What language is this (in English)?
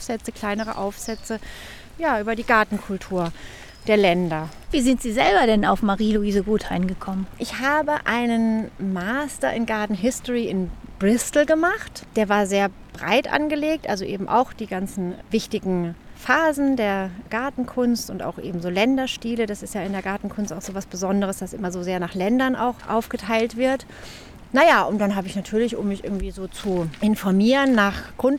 German